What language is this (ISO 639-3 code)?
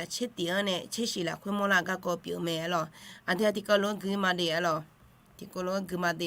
ahk